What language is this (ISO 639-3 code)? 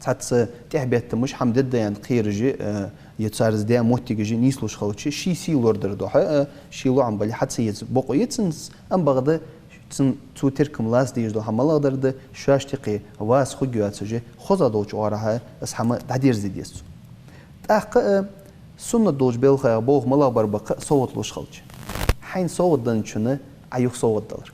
inh